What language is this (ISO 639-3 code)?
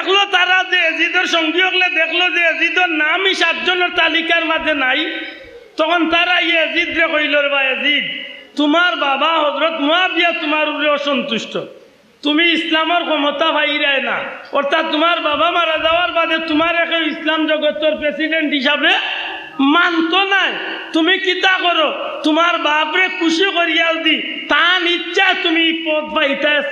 syl